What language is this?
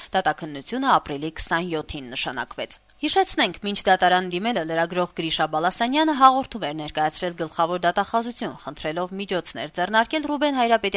Armenian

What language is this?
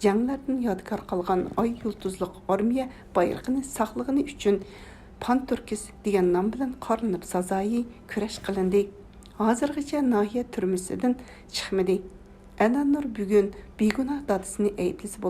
Uyghur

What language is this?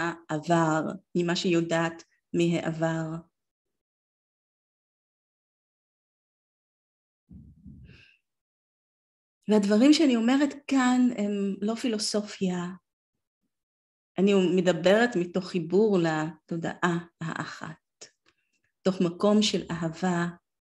Hebrew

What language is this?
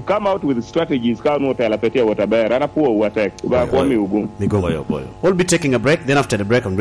Lango (Uganda)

